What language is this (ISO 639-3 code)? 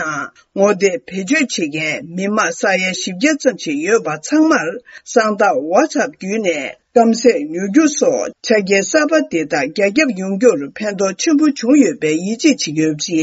bod